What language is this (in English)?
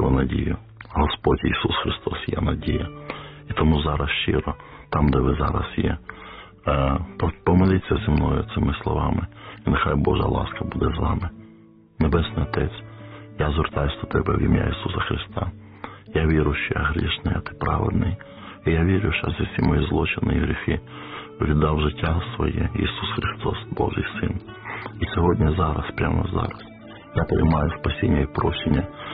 Ukrainian